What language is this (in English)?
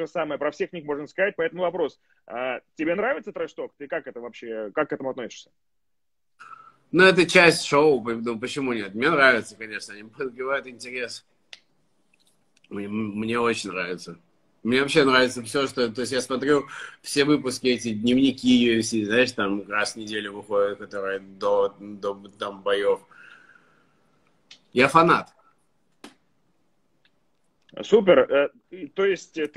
Russian